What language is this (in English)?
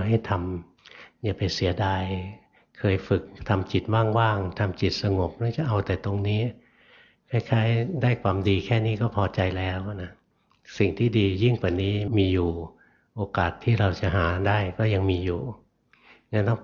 Thai